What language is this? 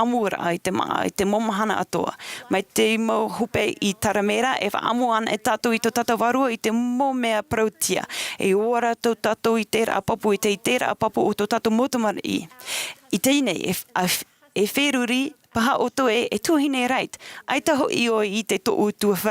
Tahitian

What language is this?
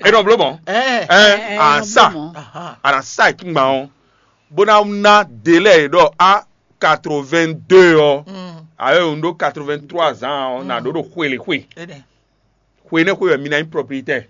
Fon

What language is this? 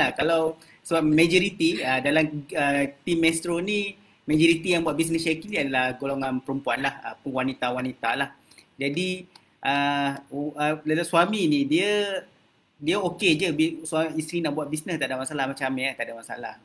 Malay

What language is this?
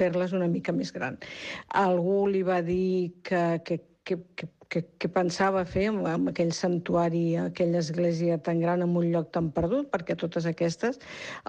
Catalan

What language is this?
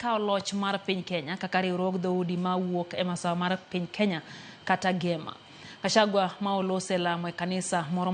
Luo (Kenya and Tanzania)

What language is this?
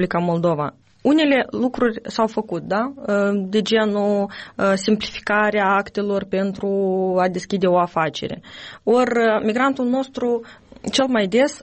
Romanian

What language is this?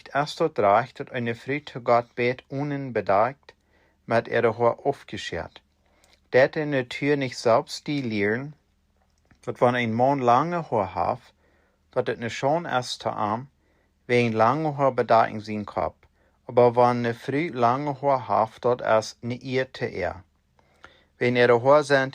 Plautdietsch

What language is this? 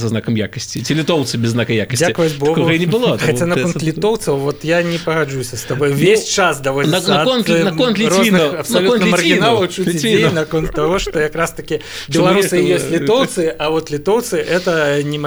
Belarusian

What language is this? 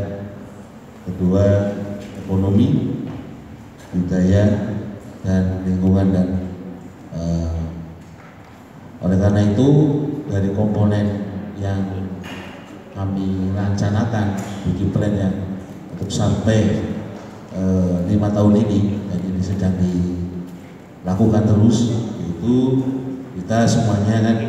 Indonesian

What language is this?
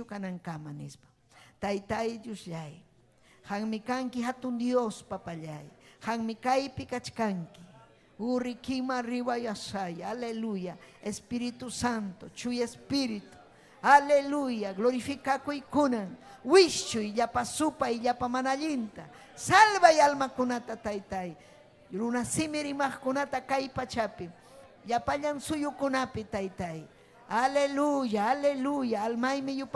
Ayacucho Quechua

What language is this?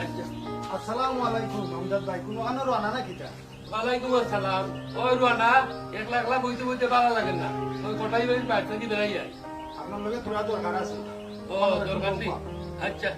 Sylheti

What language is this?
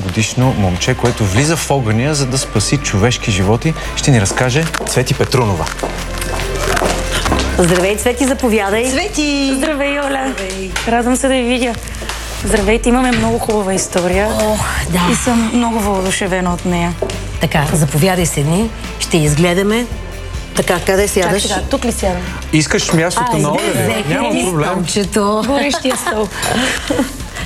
Bulgarian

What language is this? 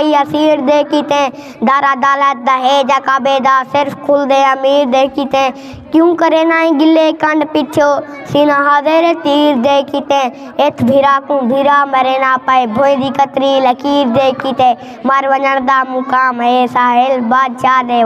Saraiki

